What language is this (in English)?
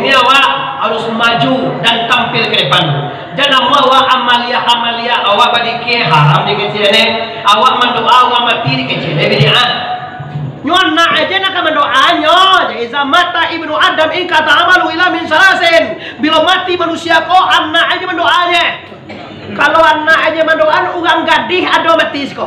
Minangkabau